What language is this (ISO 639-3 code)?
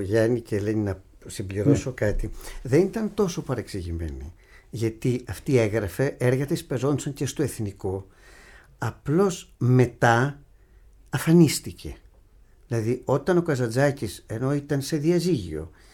ell